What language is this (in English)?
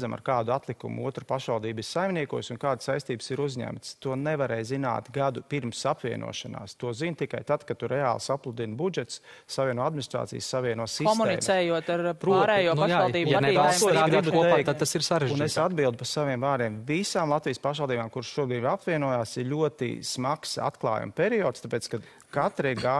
Latvian